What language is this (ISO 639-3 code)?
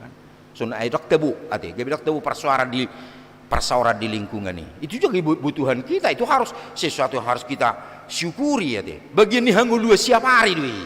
bbc